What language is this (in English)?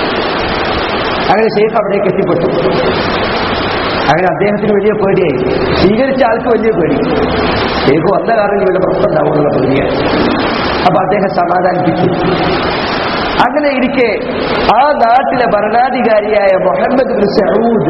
Malayalam